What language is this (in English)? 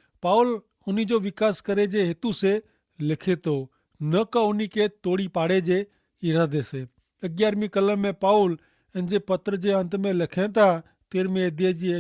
Kachhi